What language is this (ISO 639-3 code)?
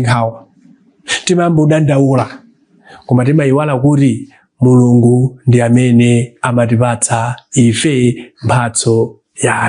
nya